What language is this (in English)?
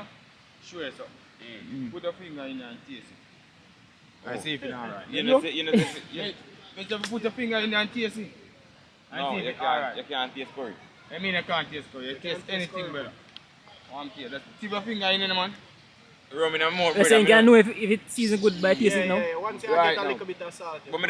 Jamaican Creole English